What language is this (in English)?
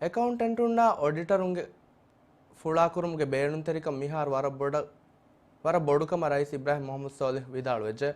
Divehi